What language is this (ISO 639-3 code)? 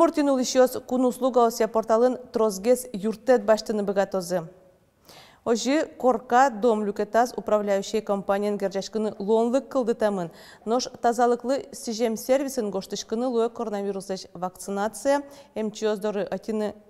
udm